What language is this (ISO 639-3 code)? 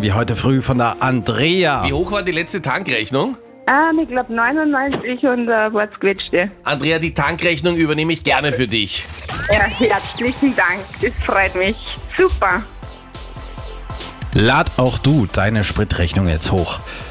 deu